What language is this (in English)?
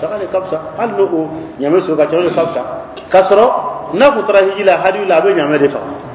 Dyula